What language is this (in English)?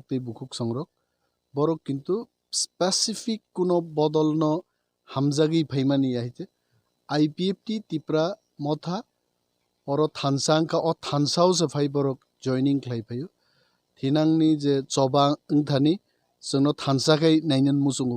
Kok Borok